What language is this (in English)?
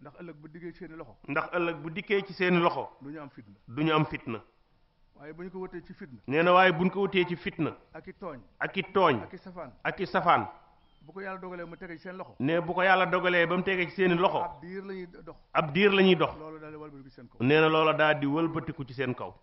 Wolof